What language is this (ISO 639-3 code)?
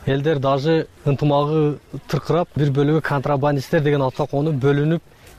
kir